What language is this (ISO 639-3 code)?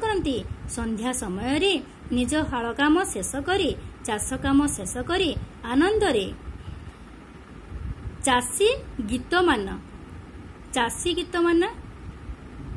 ori